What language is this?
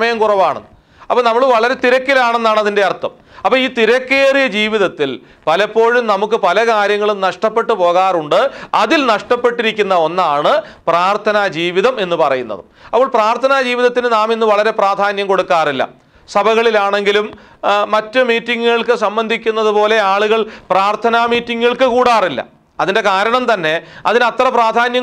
Malayalam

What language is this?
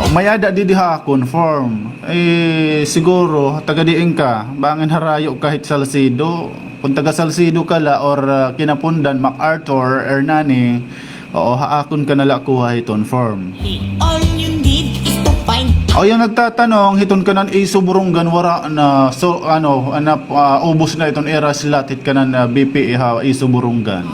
Waray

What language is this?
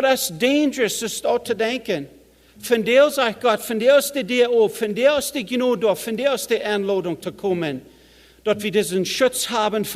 Plautdietsch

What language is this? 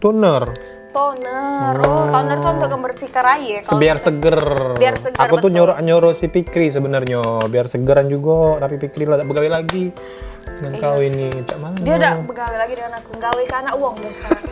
Musi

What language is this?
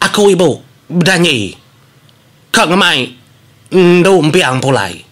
Iban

